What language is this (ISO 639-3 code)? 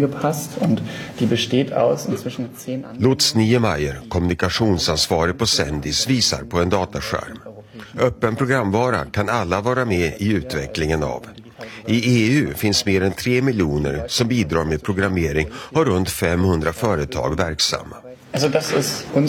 swe